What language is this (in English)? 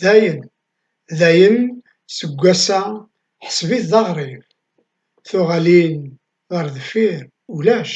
Kabyle